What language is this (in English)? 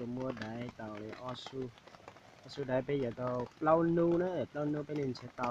Hmong